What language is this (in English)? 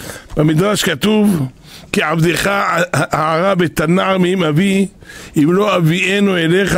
Hebrew